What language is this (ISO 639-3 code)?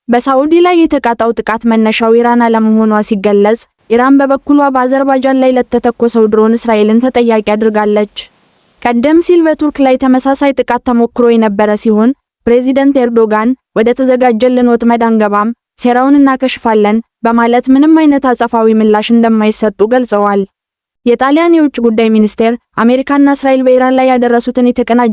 amh